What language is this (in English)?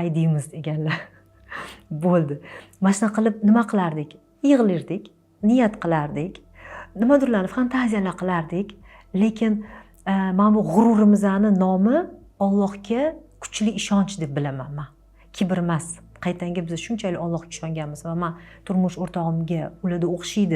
Uzbek